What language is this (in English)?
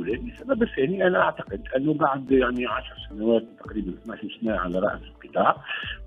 Tunisian Arabic